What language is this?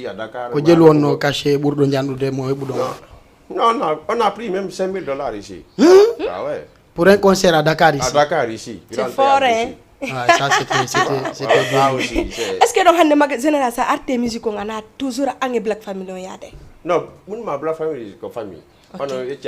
Fula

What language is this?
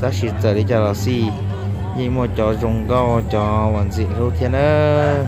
Hmong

